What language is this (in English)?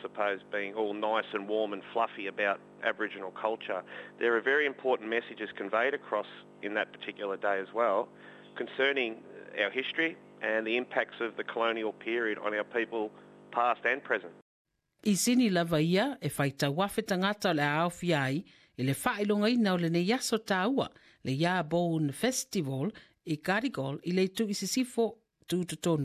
Samoan